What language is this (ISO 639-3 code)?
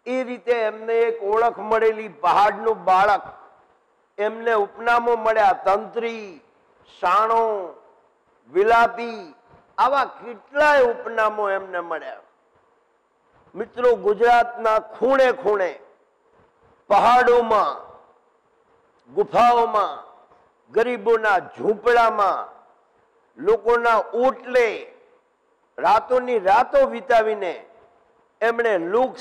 guj